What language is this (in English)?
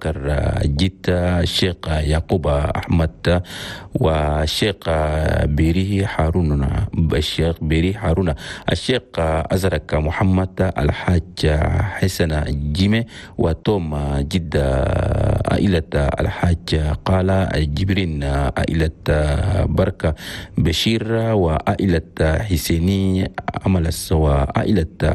Chadian Arabic